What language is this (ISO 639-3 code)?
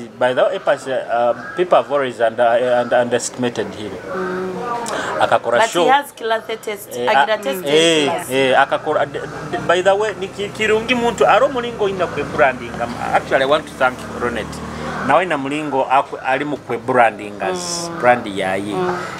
nyo